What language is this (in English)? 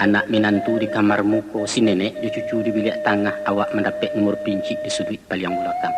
Minangkabau